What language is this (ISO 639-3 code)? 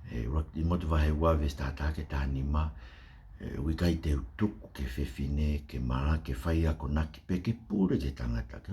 ton